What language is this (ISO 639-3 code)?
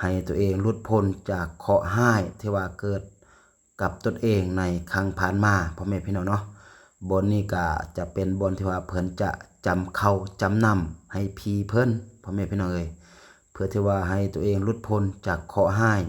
lao